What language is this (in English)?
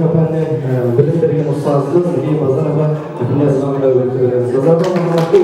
Kara-Kalpak